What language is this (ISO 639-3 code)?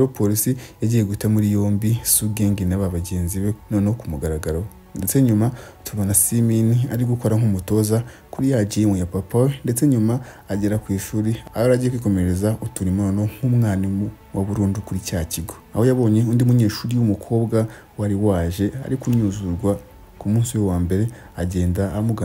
kin